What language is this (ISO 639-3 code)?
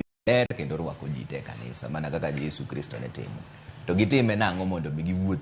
luo